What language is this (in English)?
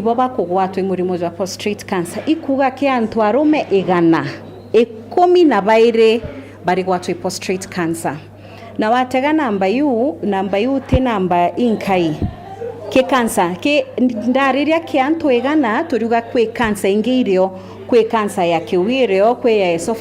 Meru